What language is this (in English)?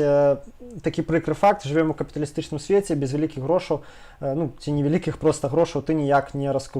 Belarusian